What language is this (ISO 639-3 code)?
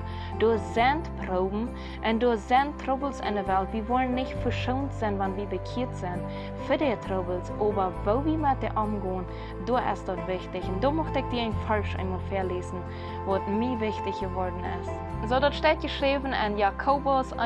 pdt